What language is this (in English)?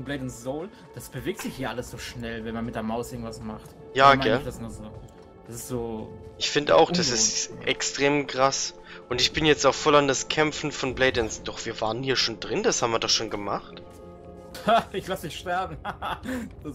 German